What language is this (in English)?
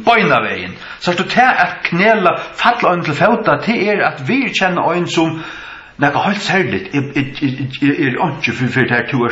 Faroese